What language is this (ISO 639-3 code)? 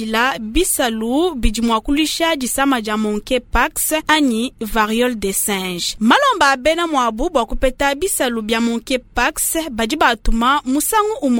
lua